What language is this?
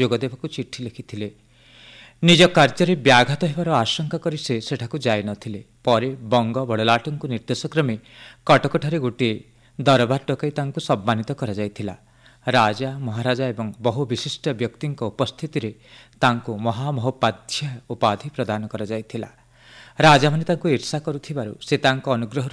Odia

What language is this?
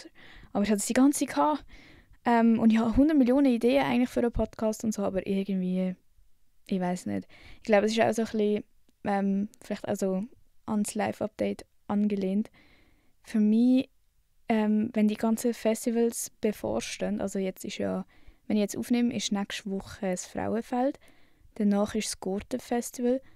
Swiss German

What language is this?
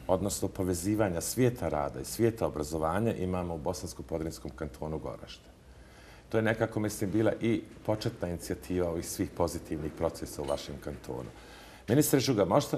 Bosnian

